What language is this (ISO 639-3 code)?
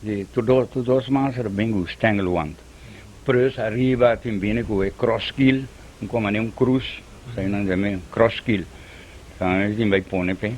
pap